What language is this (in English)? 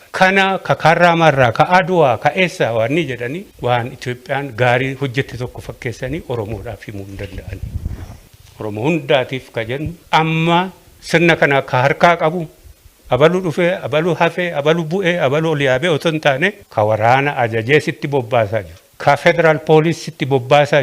Oromo